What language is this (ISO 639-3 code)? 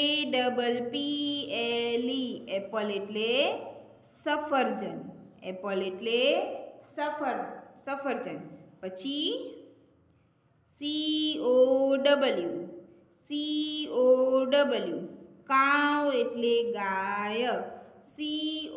guj